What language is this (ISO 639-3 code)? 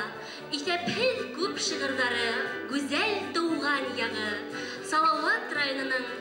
bak